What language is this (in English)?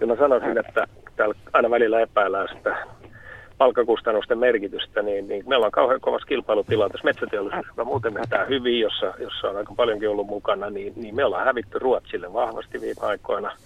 Finnish